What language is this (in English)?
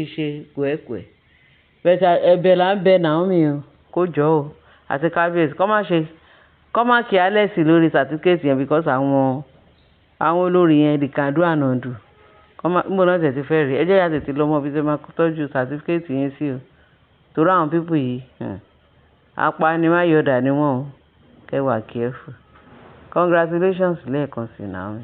Yoruba